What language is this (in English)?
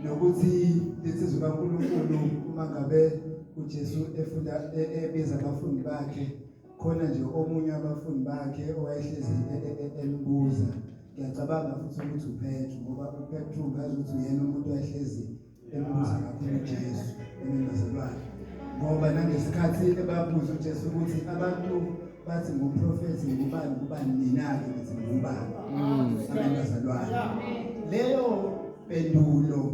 Zulu